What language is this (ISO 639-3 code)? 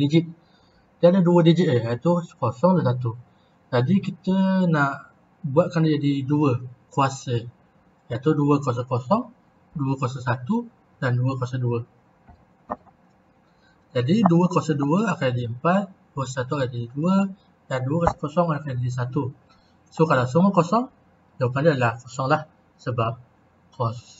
msa